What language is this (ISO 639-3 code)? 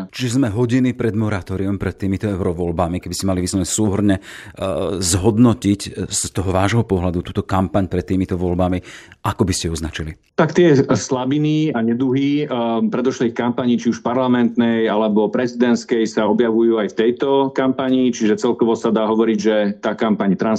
slk